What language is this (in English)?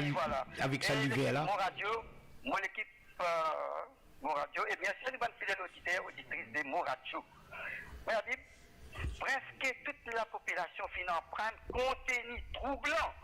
Morisyen